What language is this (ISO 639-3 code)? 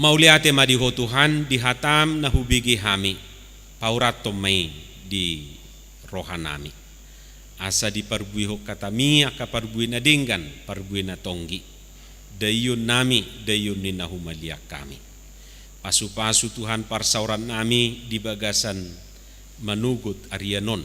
bbc